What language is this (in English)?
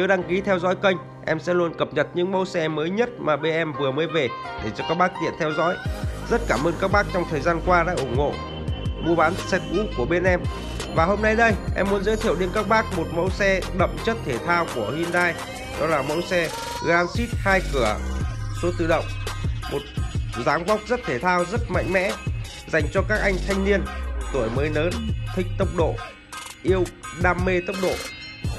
Vietnamese